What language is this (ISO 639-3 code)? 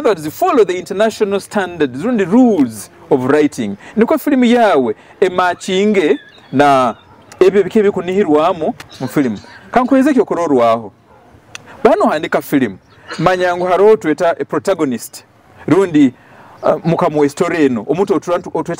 nyo